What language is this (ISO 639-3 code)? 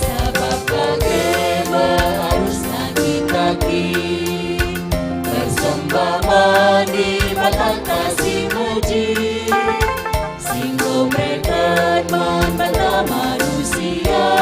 btx